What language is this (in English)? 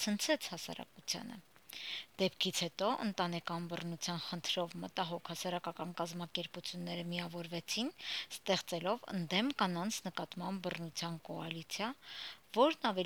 Armenian